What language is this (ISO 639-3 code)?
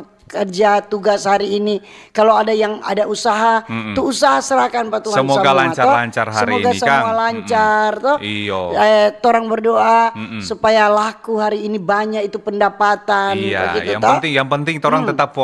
xmm